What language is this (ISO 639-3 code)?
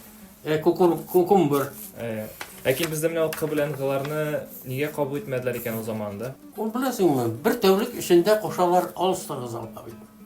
tat